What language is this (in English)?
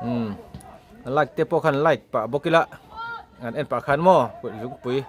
Mizo